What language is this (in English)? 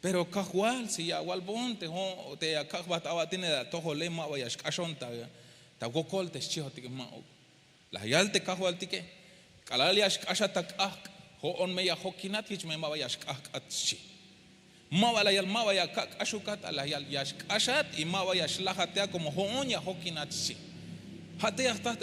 Tzeltal